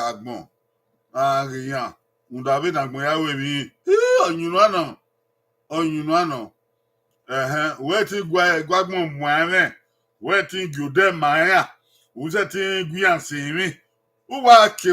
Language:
Bini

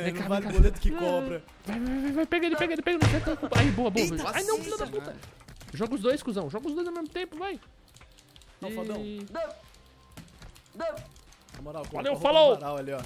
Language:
Portuguese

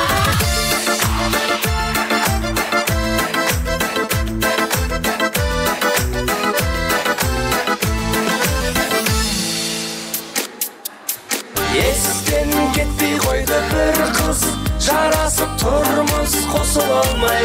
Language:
Kara-Kalpak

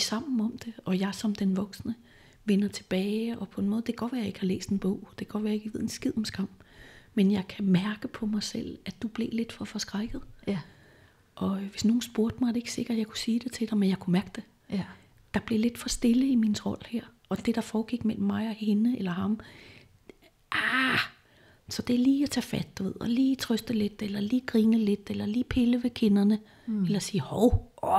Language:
Danish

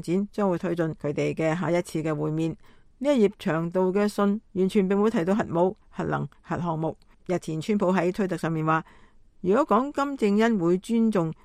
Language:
Cantonese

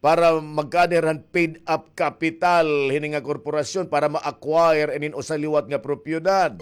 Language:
Waray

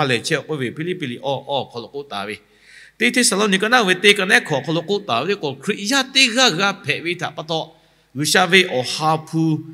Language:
Lahu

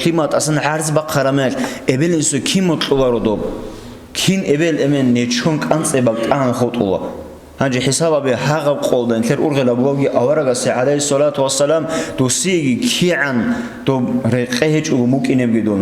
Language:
Avaric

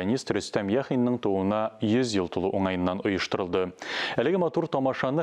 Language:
Tatar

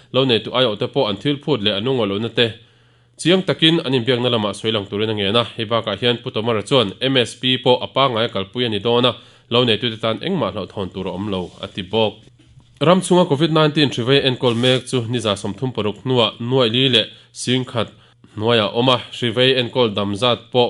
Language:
Mizo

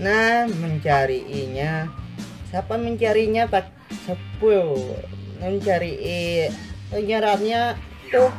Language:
Banjar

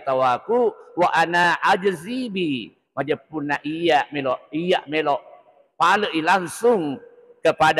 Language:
Buginese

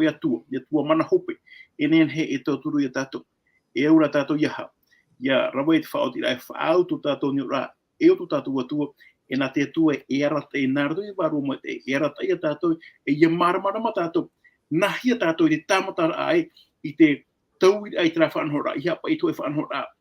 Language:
Tahitian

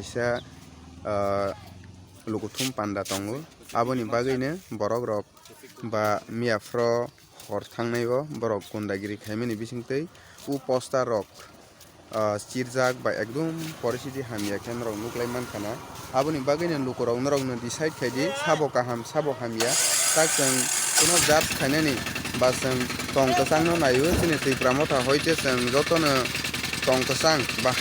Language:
Kok Borok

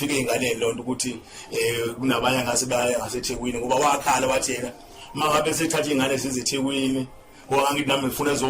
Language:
Zulu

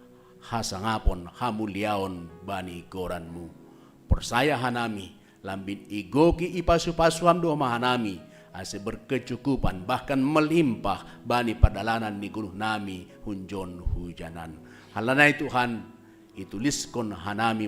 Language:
Batak Simalungun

